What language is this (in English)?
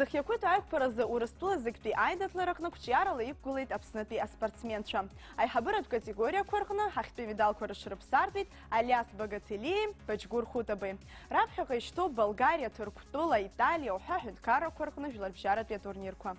Abkhazian